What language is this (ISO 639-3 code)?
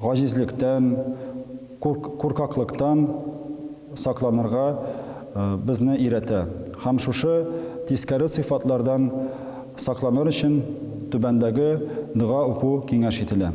tat